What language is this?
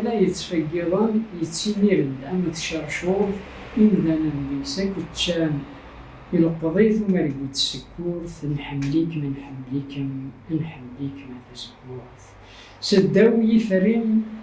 Kabyle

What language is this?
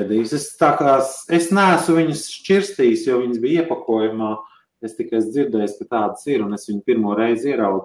Latvian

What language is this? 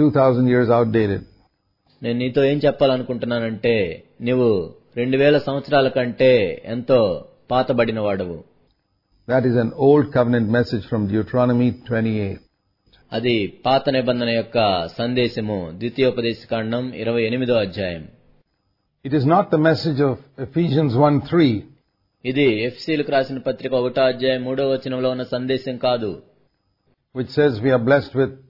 Telugu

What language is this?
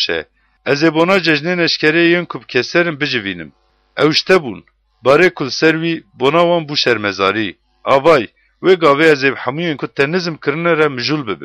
Kurdish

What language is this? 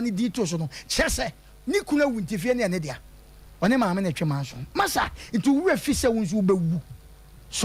Akan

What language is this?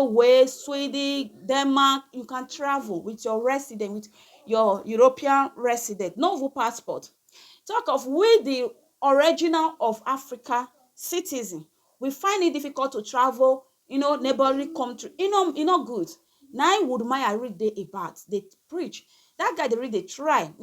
Nigerian Pidgin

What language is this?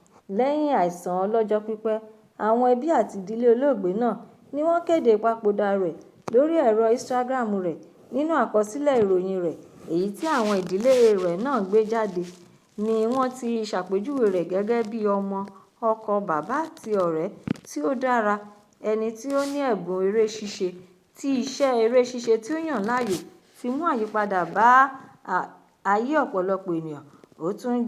Yoruba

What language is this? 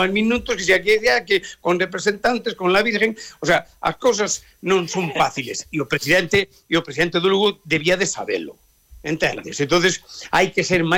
Galician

